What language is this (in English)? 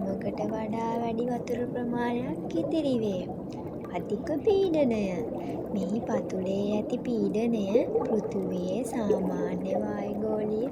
Sinhala